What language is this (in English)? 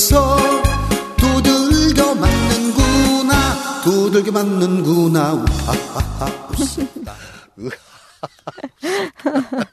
Korean